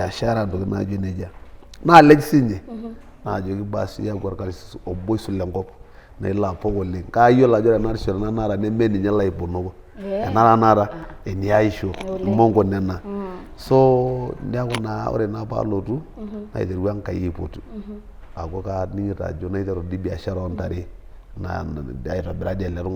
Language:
Masai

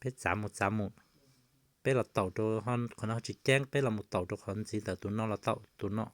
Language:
Hmong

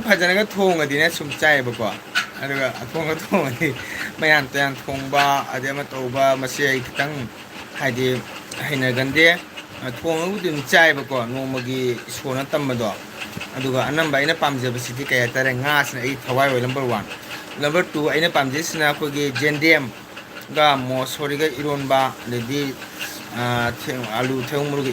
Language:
Manipuri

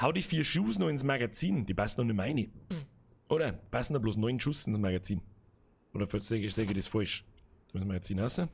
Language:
Bavarian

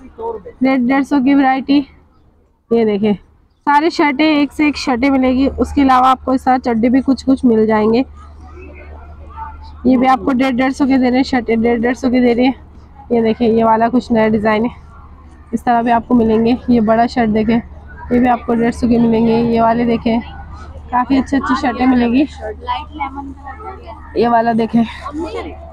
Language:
Hindi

